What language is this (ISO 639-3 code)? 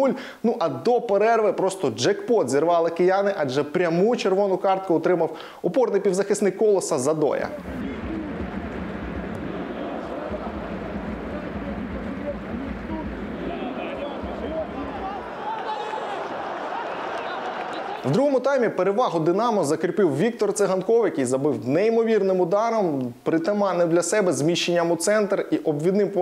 ukr